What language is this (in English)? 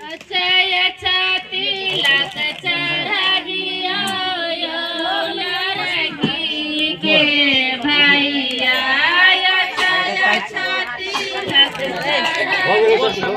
Maithili